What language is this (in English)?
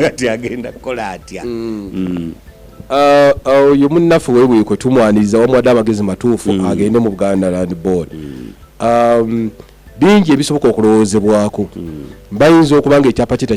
Ganda